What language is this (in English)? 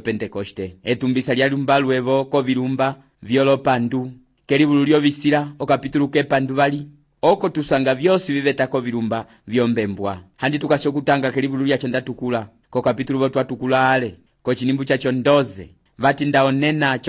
Umbundu